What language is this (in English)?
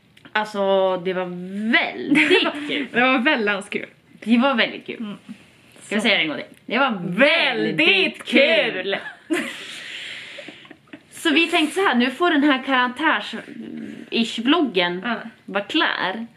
Swedish